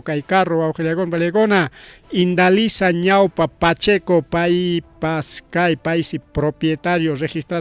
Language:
Ayacucho Quechua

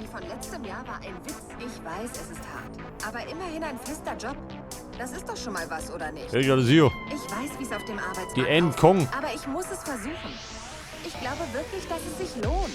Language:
Bavarian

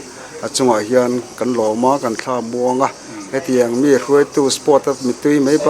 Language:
Mizo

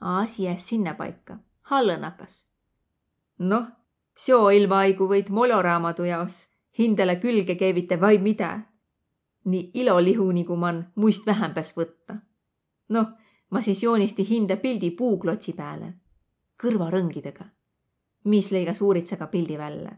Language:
Võro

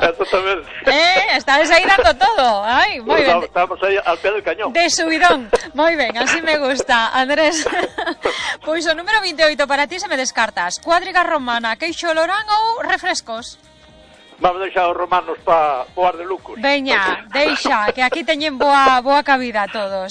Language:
Galician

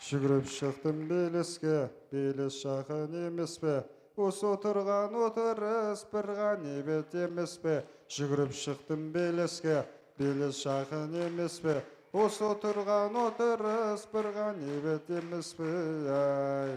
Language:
Kazakh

